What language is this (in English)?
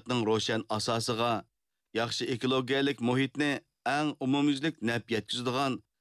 Uyghur